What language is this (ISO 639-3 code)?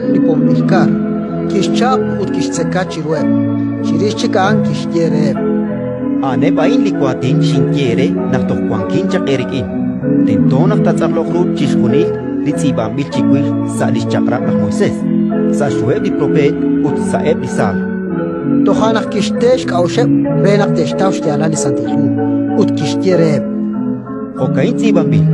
kek